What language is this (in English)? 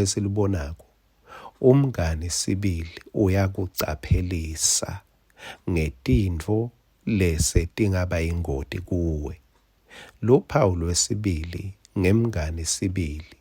Swati